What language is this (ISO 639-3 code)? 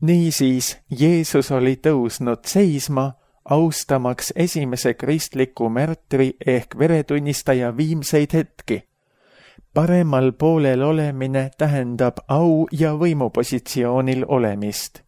est